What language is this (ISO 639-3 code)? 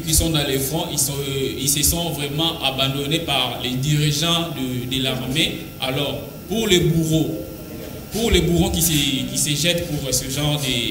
fra